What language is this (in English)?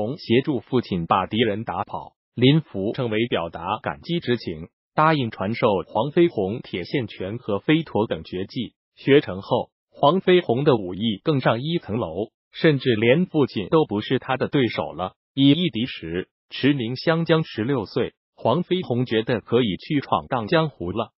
Chinese